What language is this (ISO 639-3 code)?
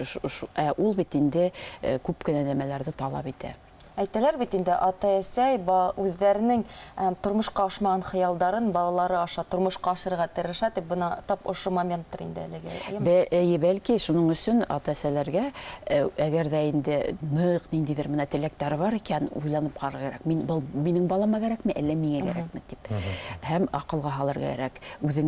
bak